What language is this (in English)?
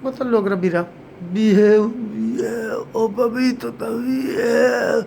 Papiamento